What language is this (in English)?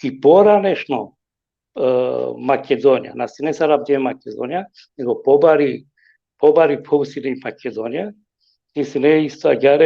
Balkan Romani